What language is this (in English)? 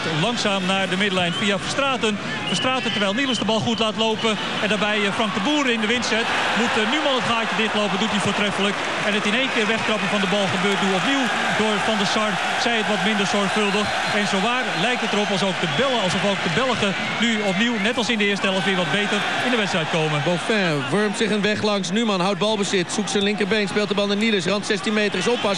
Dutch